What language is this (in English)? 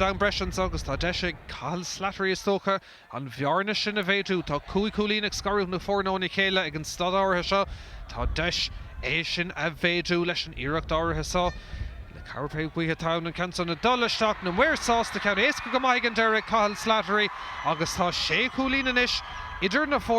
Irish